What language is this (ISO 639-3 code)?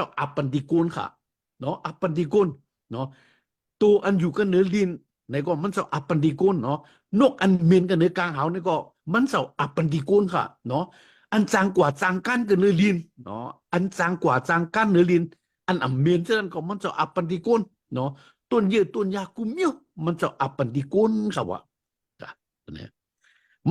shn